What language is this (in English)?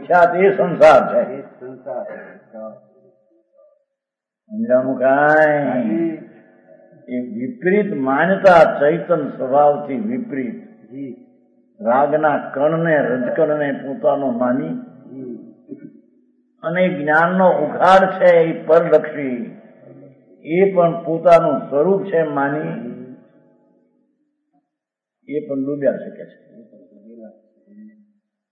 Gujarati